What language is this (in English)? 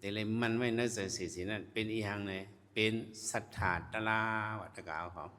Shan